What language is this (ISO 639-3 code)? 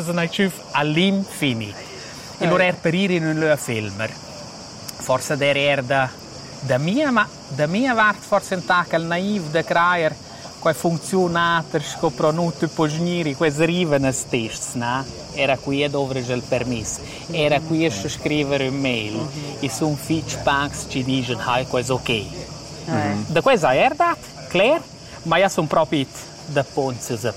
roh